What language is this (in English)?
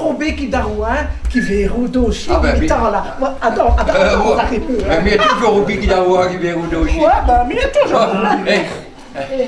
Picard